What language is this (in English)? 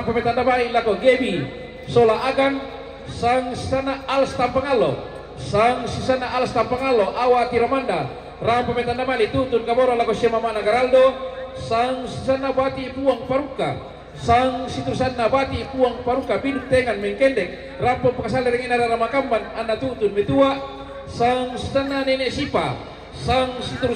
Toraja-Sa'dan